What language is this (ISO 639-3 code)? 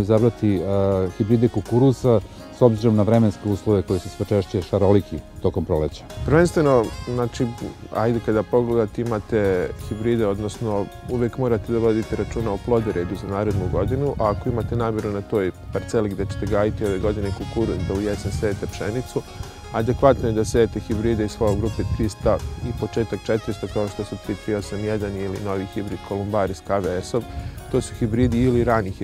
srp